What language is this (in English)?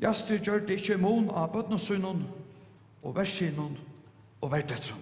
Faroese